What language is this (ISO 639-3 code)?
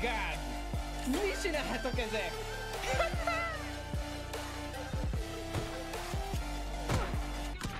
hun